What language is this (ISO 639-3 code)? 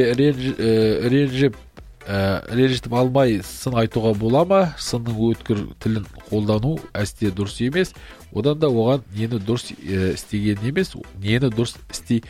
kaz